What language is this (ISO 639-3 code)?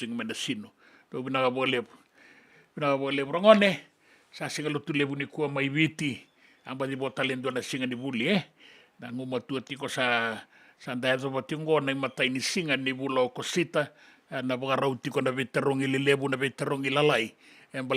fij